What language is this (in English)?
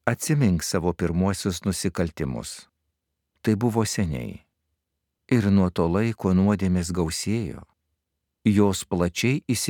Lithuanian